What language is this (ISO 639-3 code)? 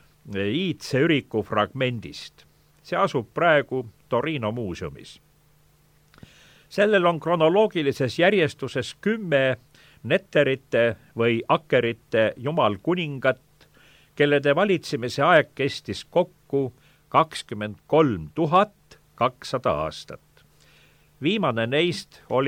est